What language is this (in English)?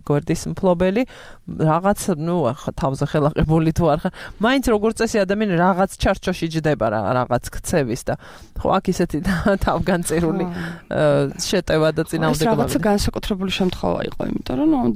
Georgian